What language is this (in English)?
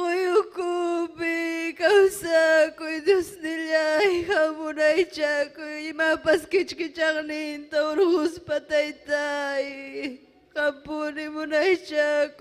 Ayacucho Quechua